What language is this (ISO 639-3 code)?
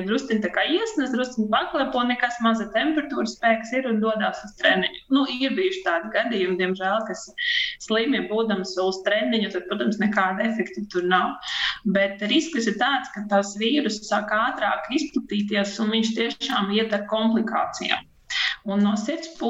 lav